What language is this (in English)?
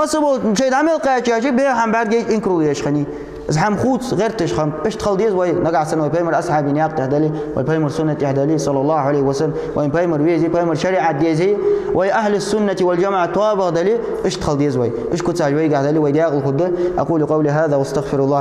Ingush